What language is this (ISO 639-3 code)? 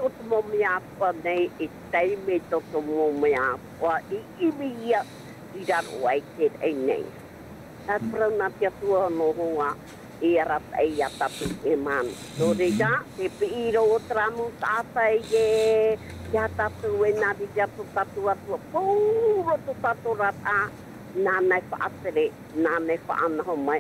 tah